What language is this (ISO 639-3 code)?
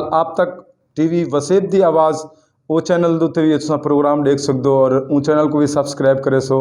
skr